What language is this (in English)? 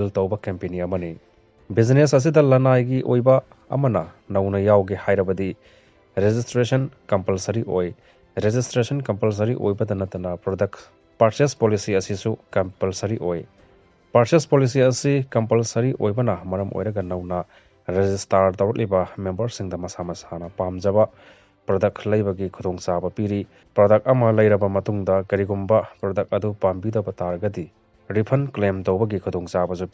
Manipuri